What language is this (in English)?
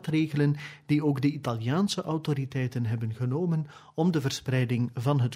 Dutch